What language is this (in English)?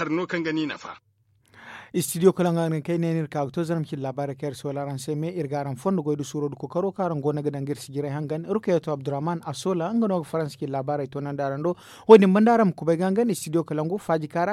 Zarma